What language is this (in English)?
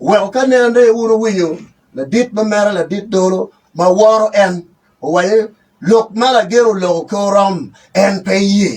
Acoli